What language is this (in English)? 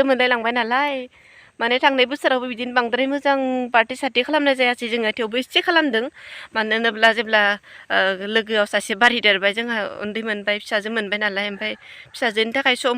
Bodo